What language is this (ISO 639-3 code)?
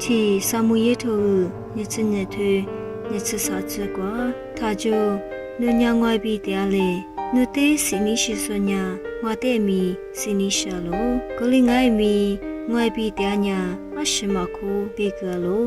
lis